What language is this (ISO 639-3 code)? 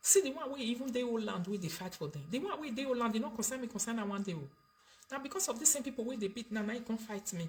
pcm